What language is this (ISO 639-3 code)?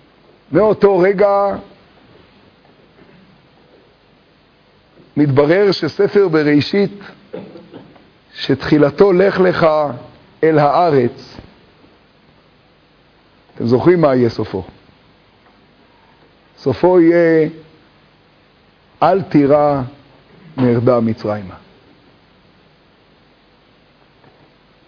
heb